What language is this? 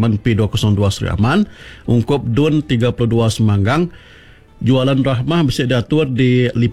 Iban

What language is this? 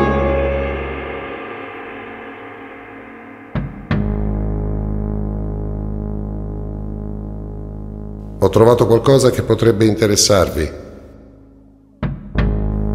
Italian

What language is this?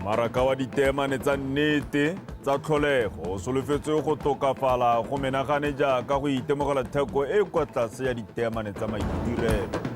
Tswana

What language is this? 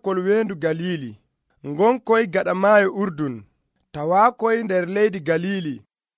Nigerian Fulfulde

